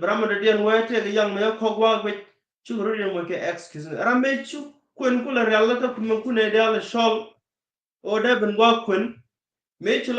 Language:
Nuer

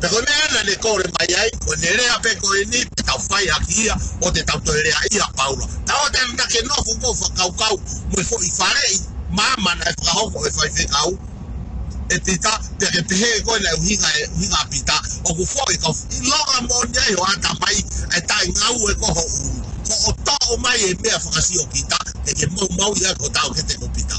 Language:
Tongan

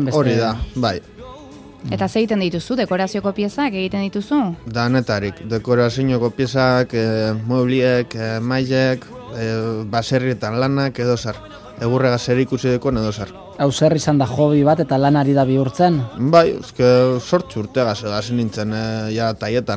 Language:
Basque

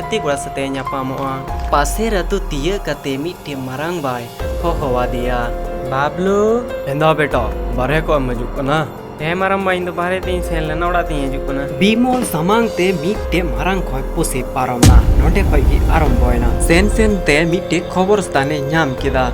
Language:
Santali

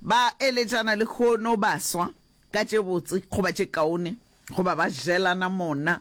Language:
Northern Sotho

